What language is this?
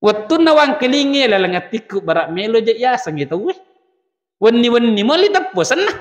Buginese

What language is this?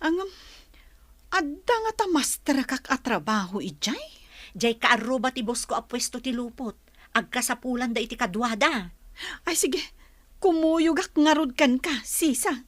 Iloko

